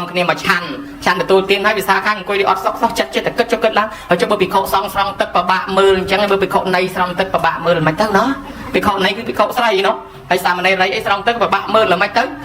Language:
Khmer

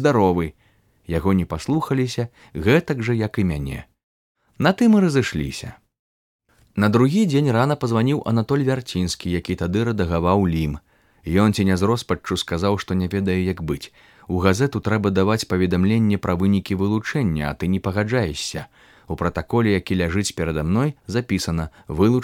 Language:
Belarusian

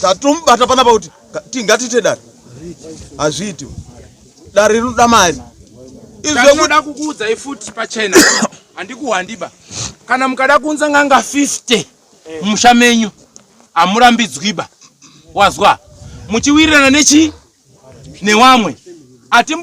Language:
Shona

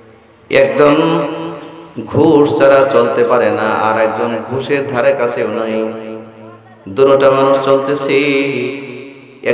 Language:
Bangla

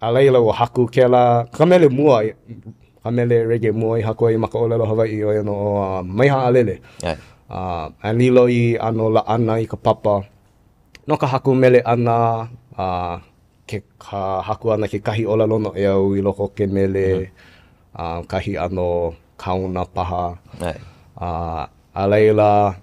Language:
Hawaiian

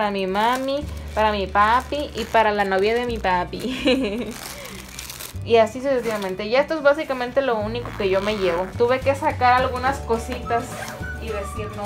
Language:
Spanish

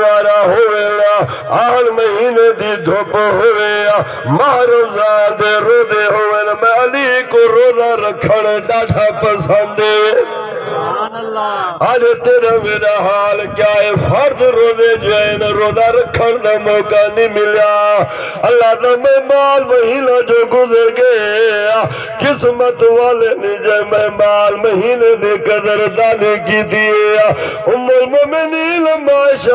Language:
Saraiki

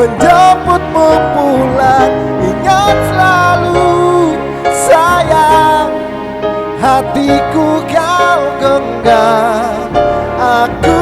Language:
Ambonese Malay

